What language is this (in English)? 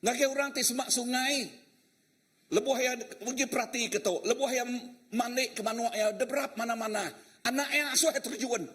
Iban